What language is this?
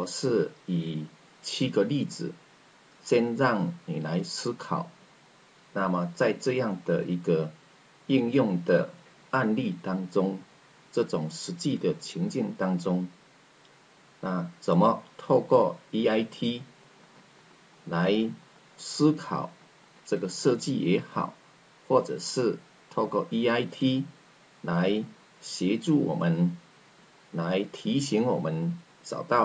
Chinese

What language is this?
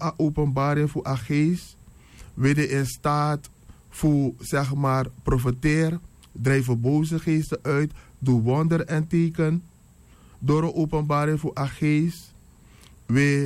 Sranan Tongo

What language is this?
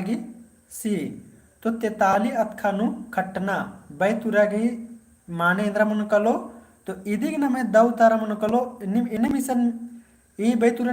Kurukh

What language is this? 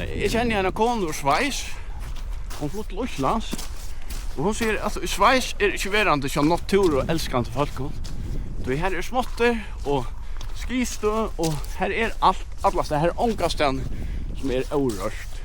Faroese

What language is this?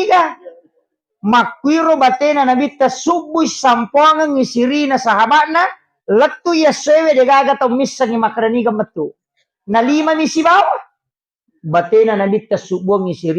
Buginese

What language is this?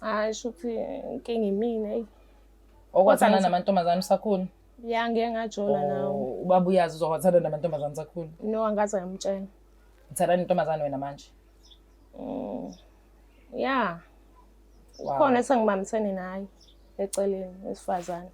Zulu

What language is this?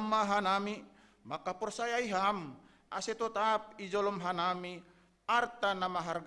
Batak Simalungun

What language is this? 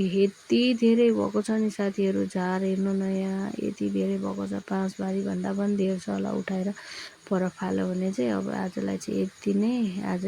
Nepali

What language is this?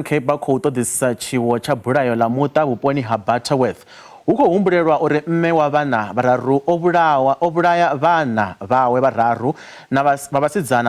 Venda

